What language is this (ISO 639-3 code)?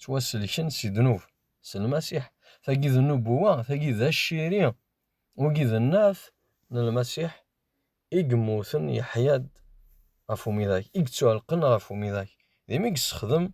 kab